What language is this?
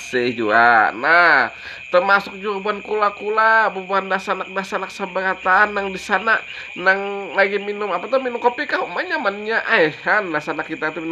Banjar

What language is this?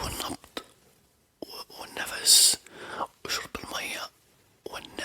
Egyptian Arabic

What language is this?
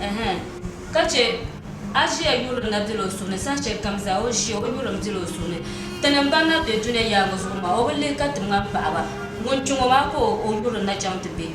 Dagbani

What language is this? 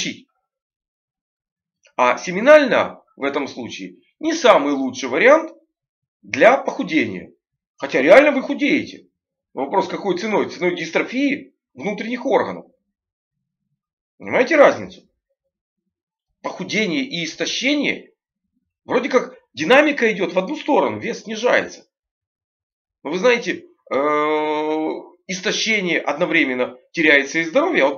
Russian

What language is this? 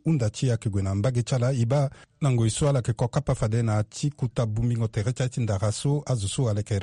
Sango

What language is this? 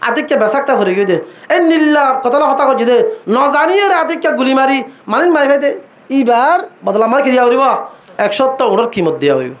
Rohingya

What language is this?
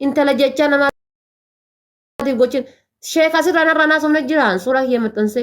Oromo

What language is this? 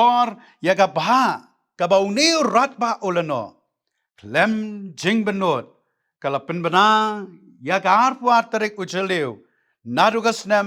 Khasi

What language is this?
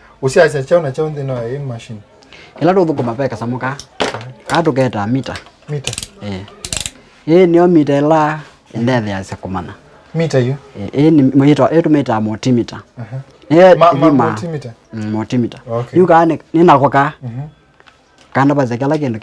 Kamba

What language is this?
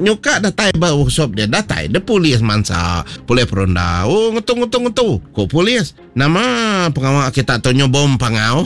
Iban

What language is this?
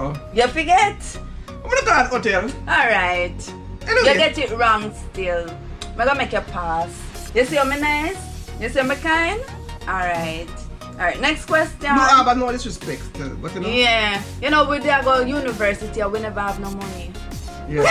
Jamaican Creole English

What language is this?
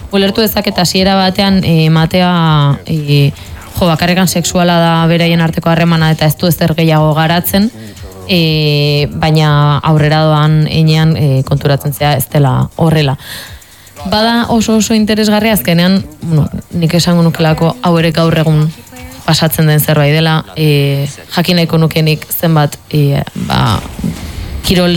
Basque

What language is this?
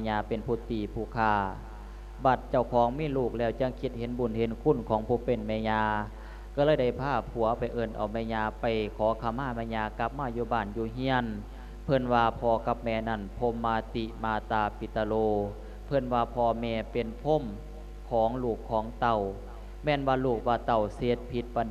Lao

